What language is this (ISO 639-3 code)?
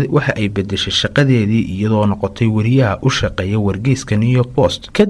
som